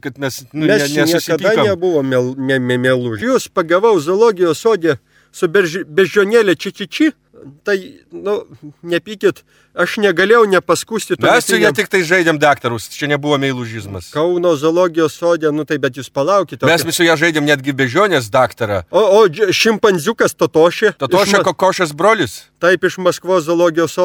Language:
Lithuanian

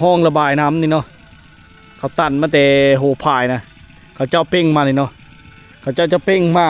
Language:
Lao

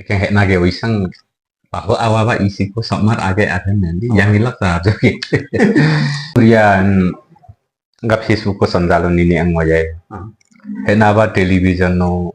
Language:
Limbu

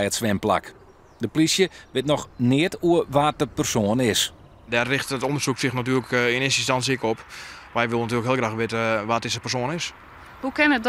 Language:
Western Frisian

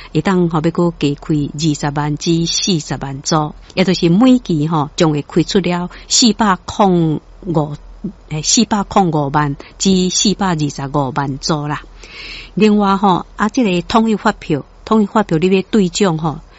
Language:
Min Nan Chinese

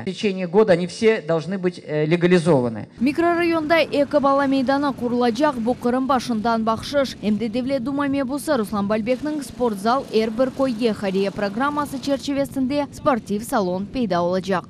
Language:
Crimean Tatar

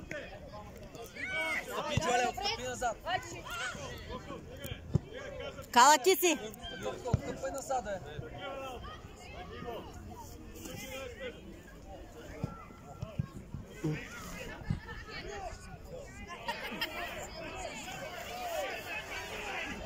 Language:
Bulgarian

